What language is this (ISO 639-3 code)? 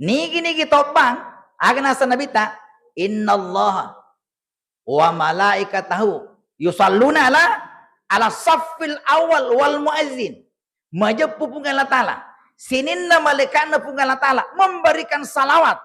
bug